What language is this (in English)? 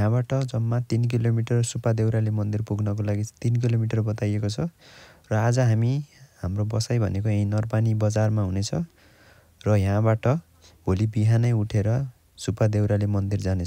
Nepali